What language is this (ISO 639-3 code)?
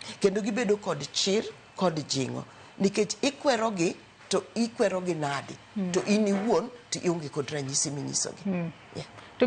luo